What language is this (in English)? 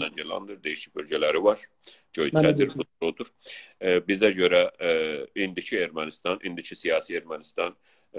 South Azerbaijani